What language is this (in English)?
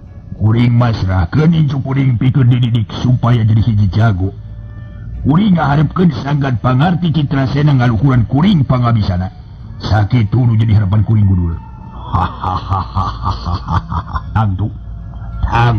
Sundanese